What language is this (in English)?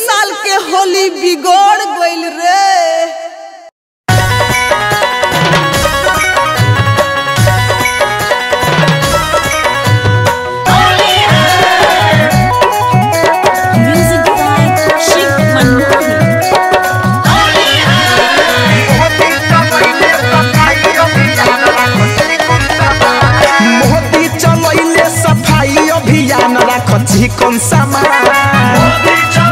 Bhojpuri